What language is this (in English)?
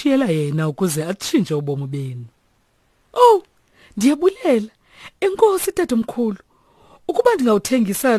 Xhosa